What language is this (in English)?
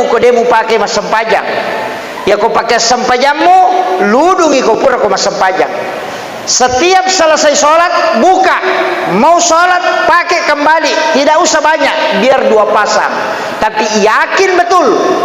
Buginese